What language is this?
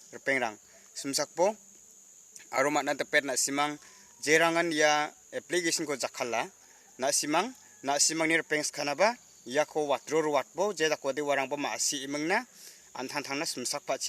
Garo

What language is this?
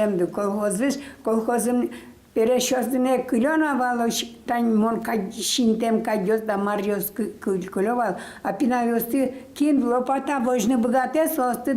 Udmurt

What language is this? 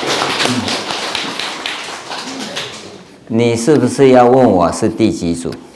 Chinese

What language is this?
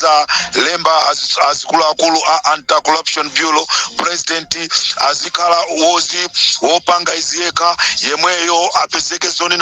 Nyanja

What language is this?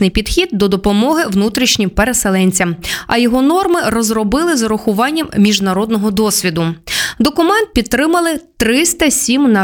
Ukrainian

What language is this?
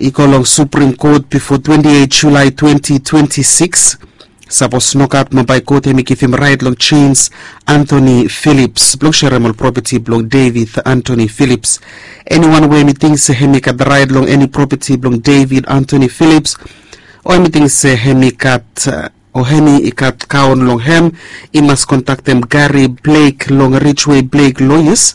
Bislama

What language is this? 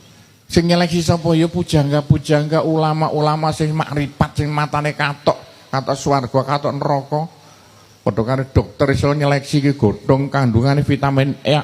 Javanese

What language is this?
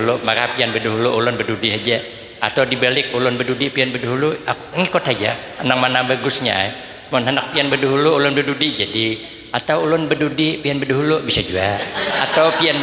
Banjar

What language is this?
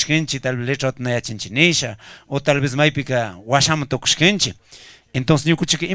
Chimborazo Highland Quichua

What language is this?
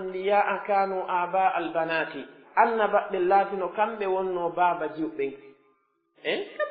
Pular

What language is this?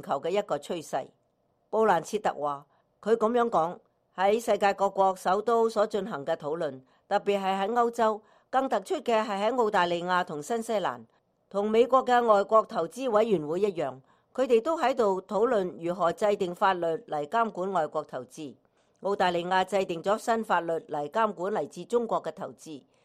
Cantonese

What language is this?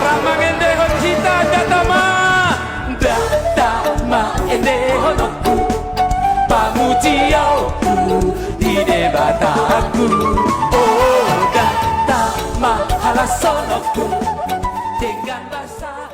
Batak Toba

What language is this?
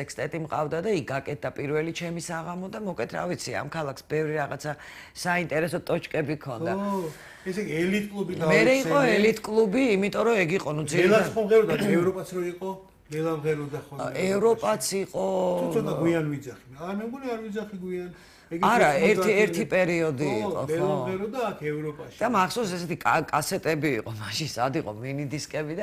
Georgian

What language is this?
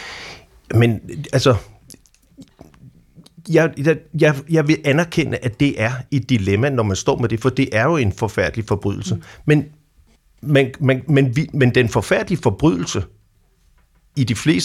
Danish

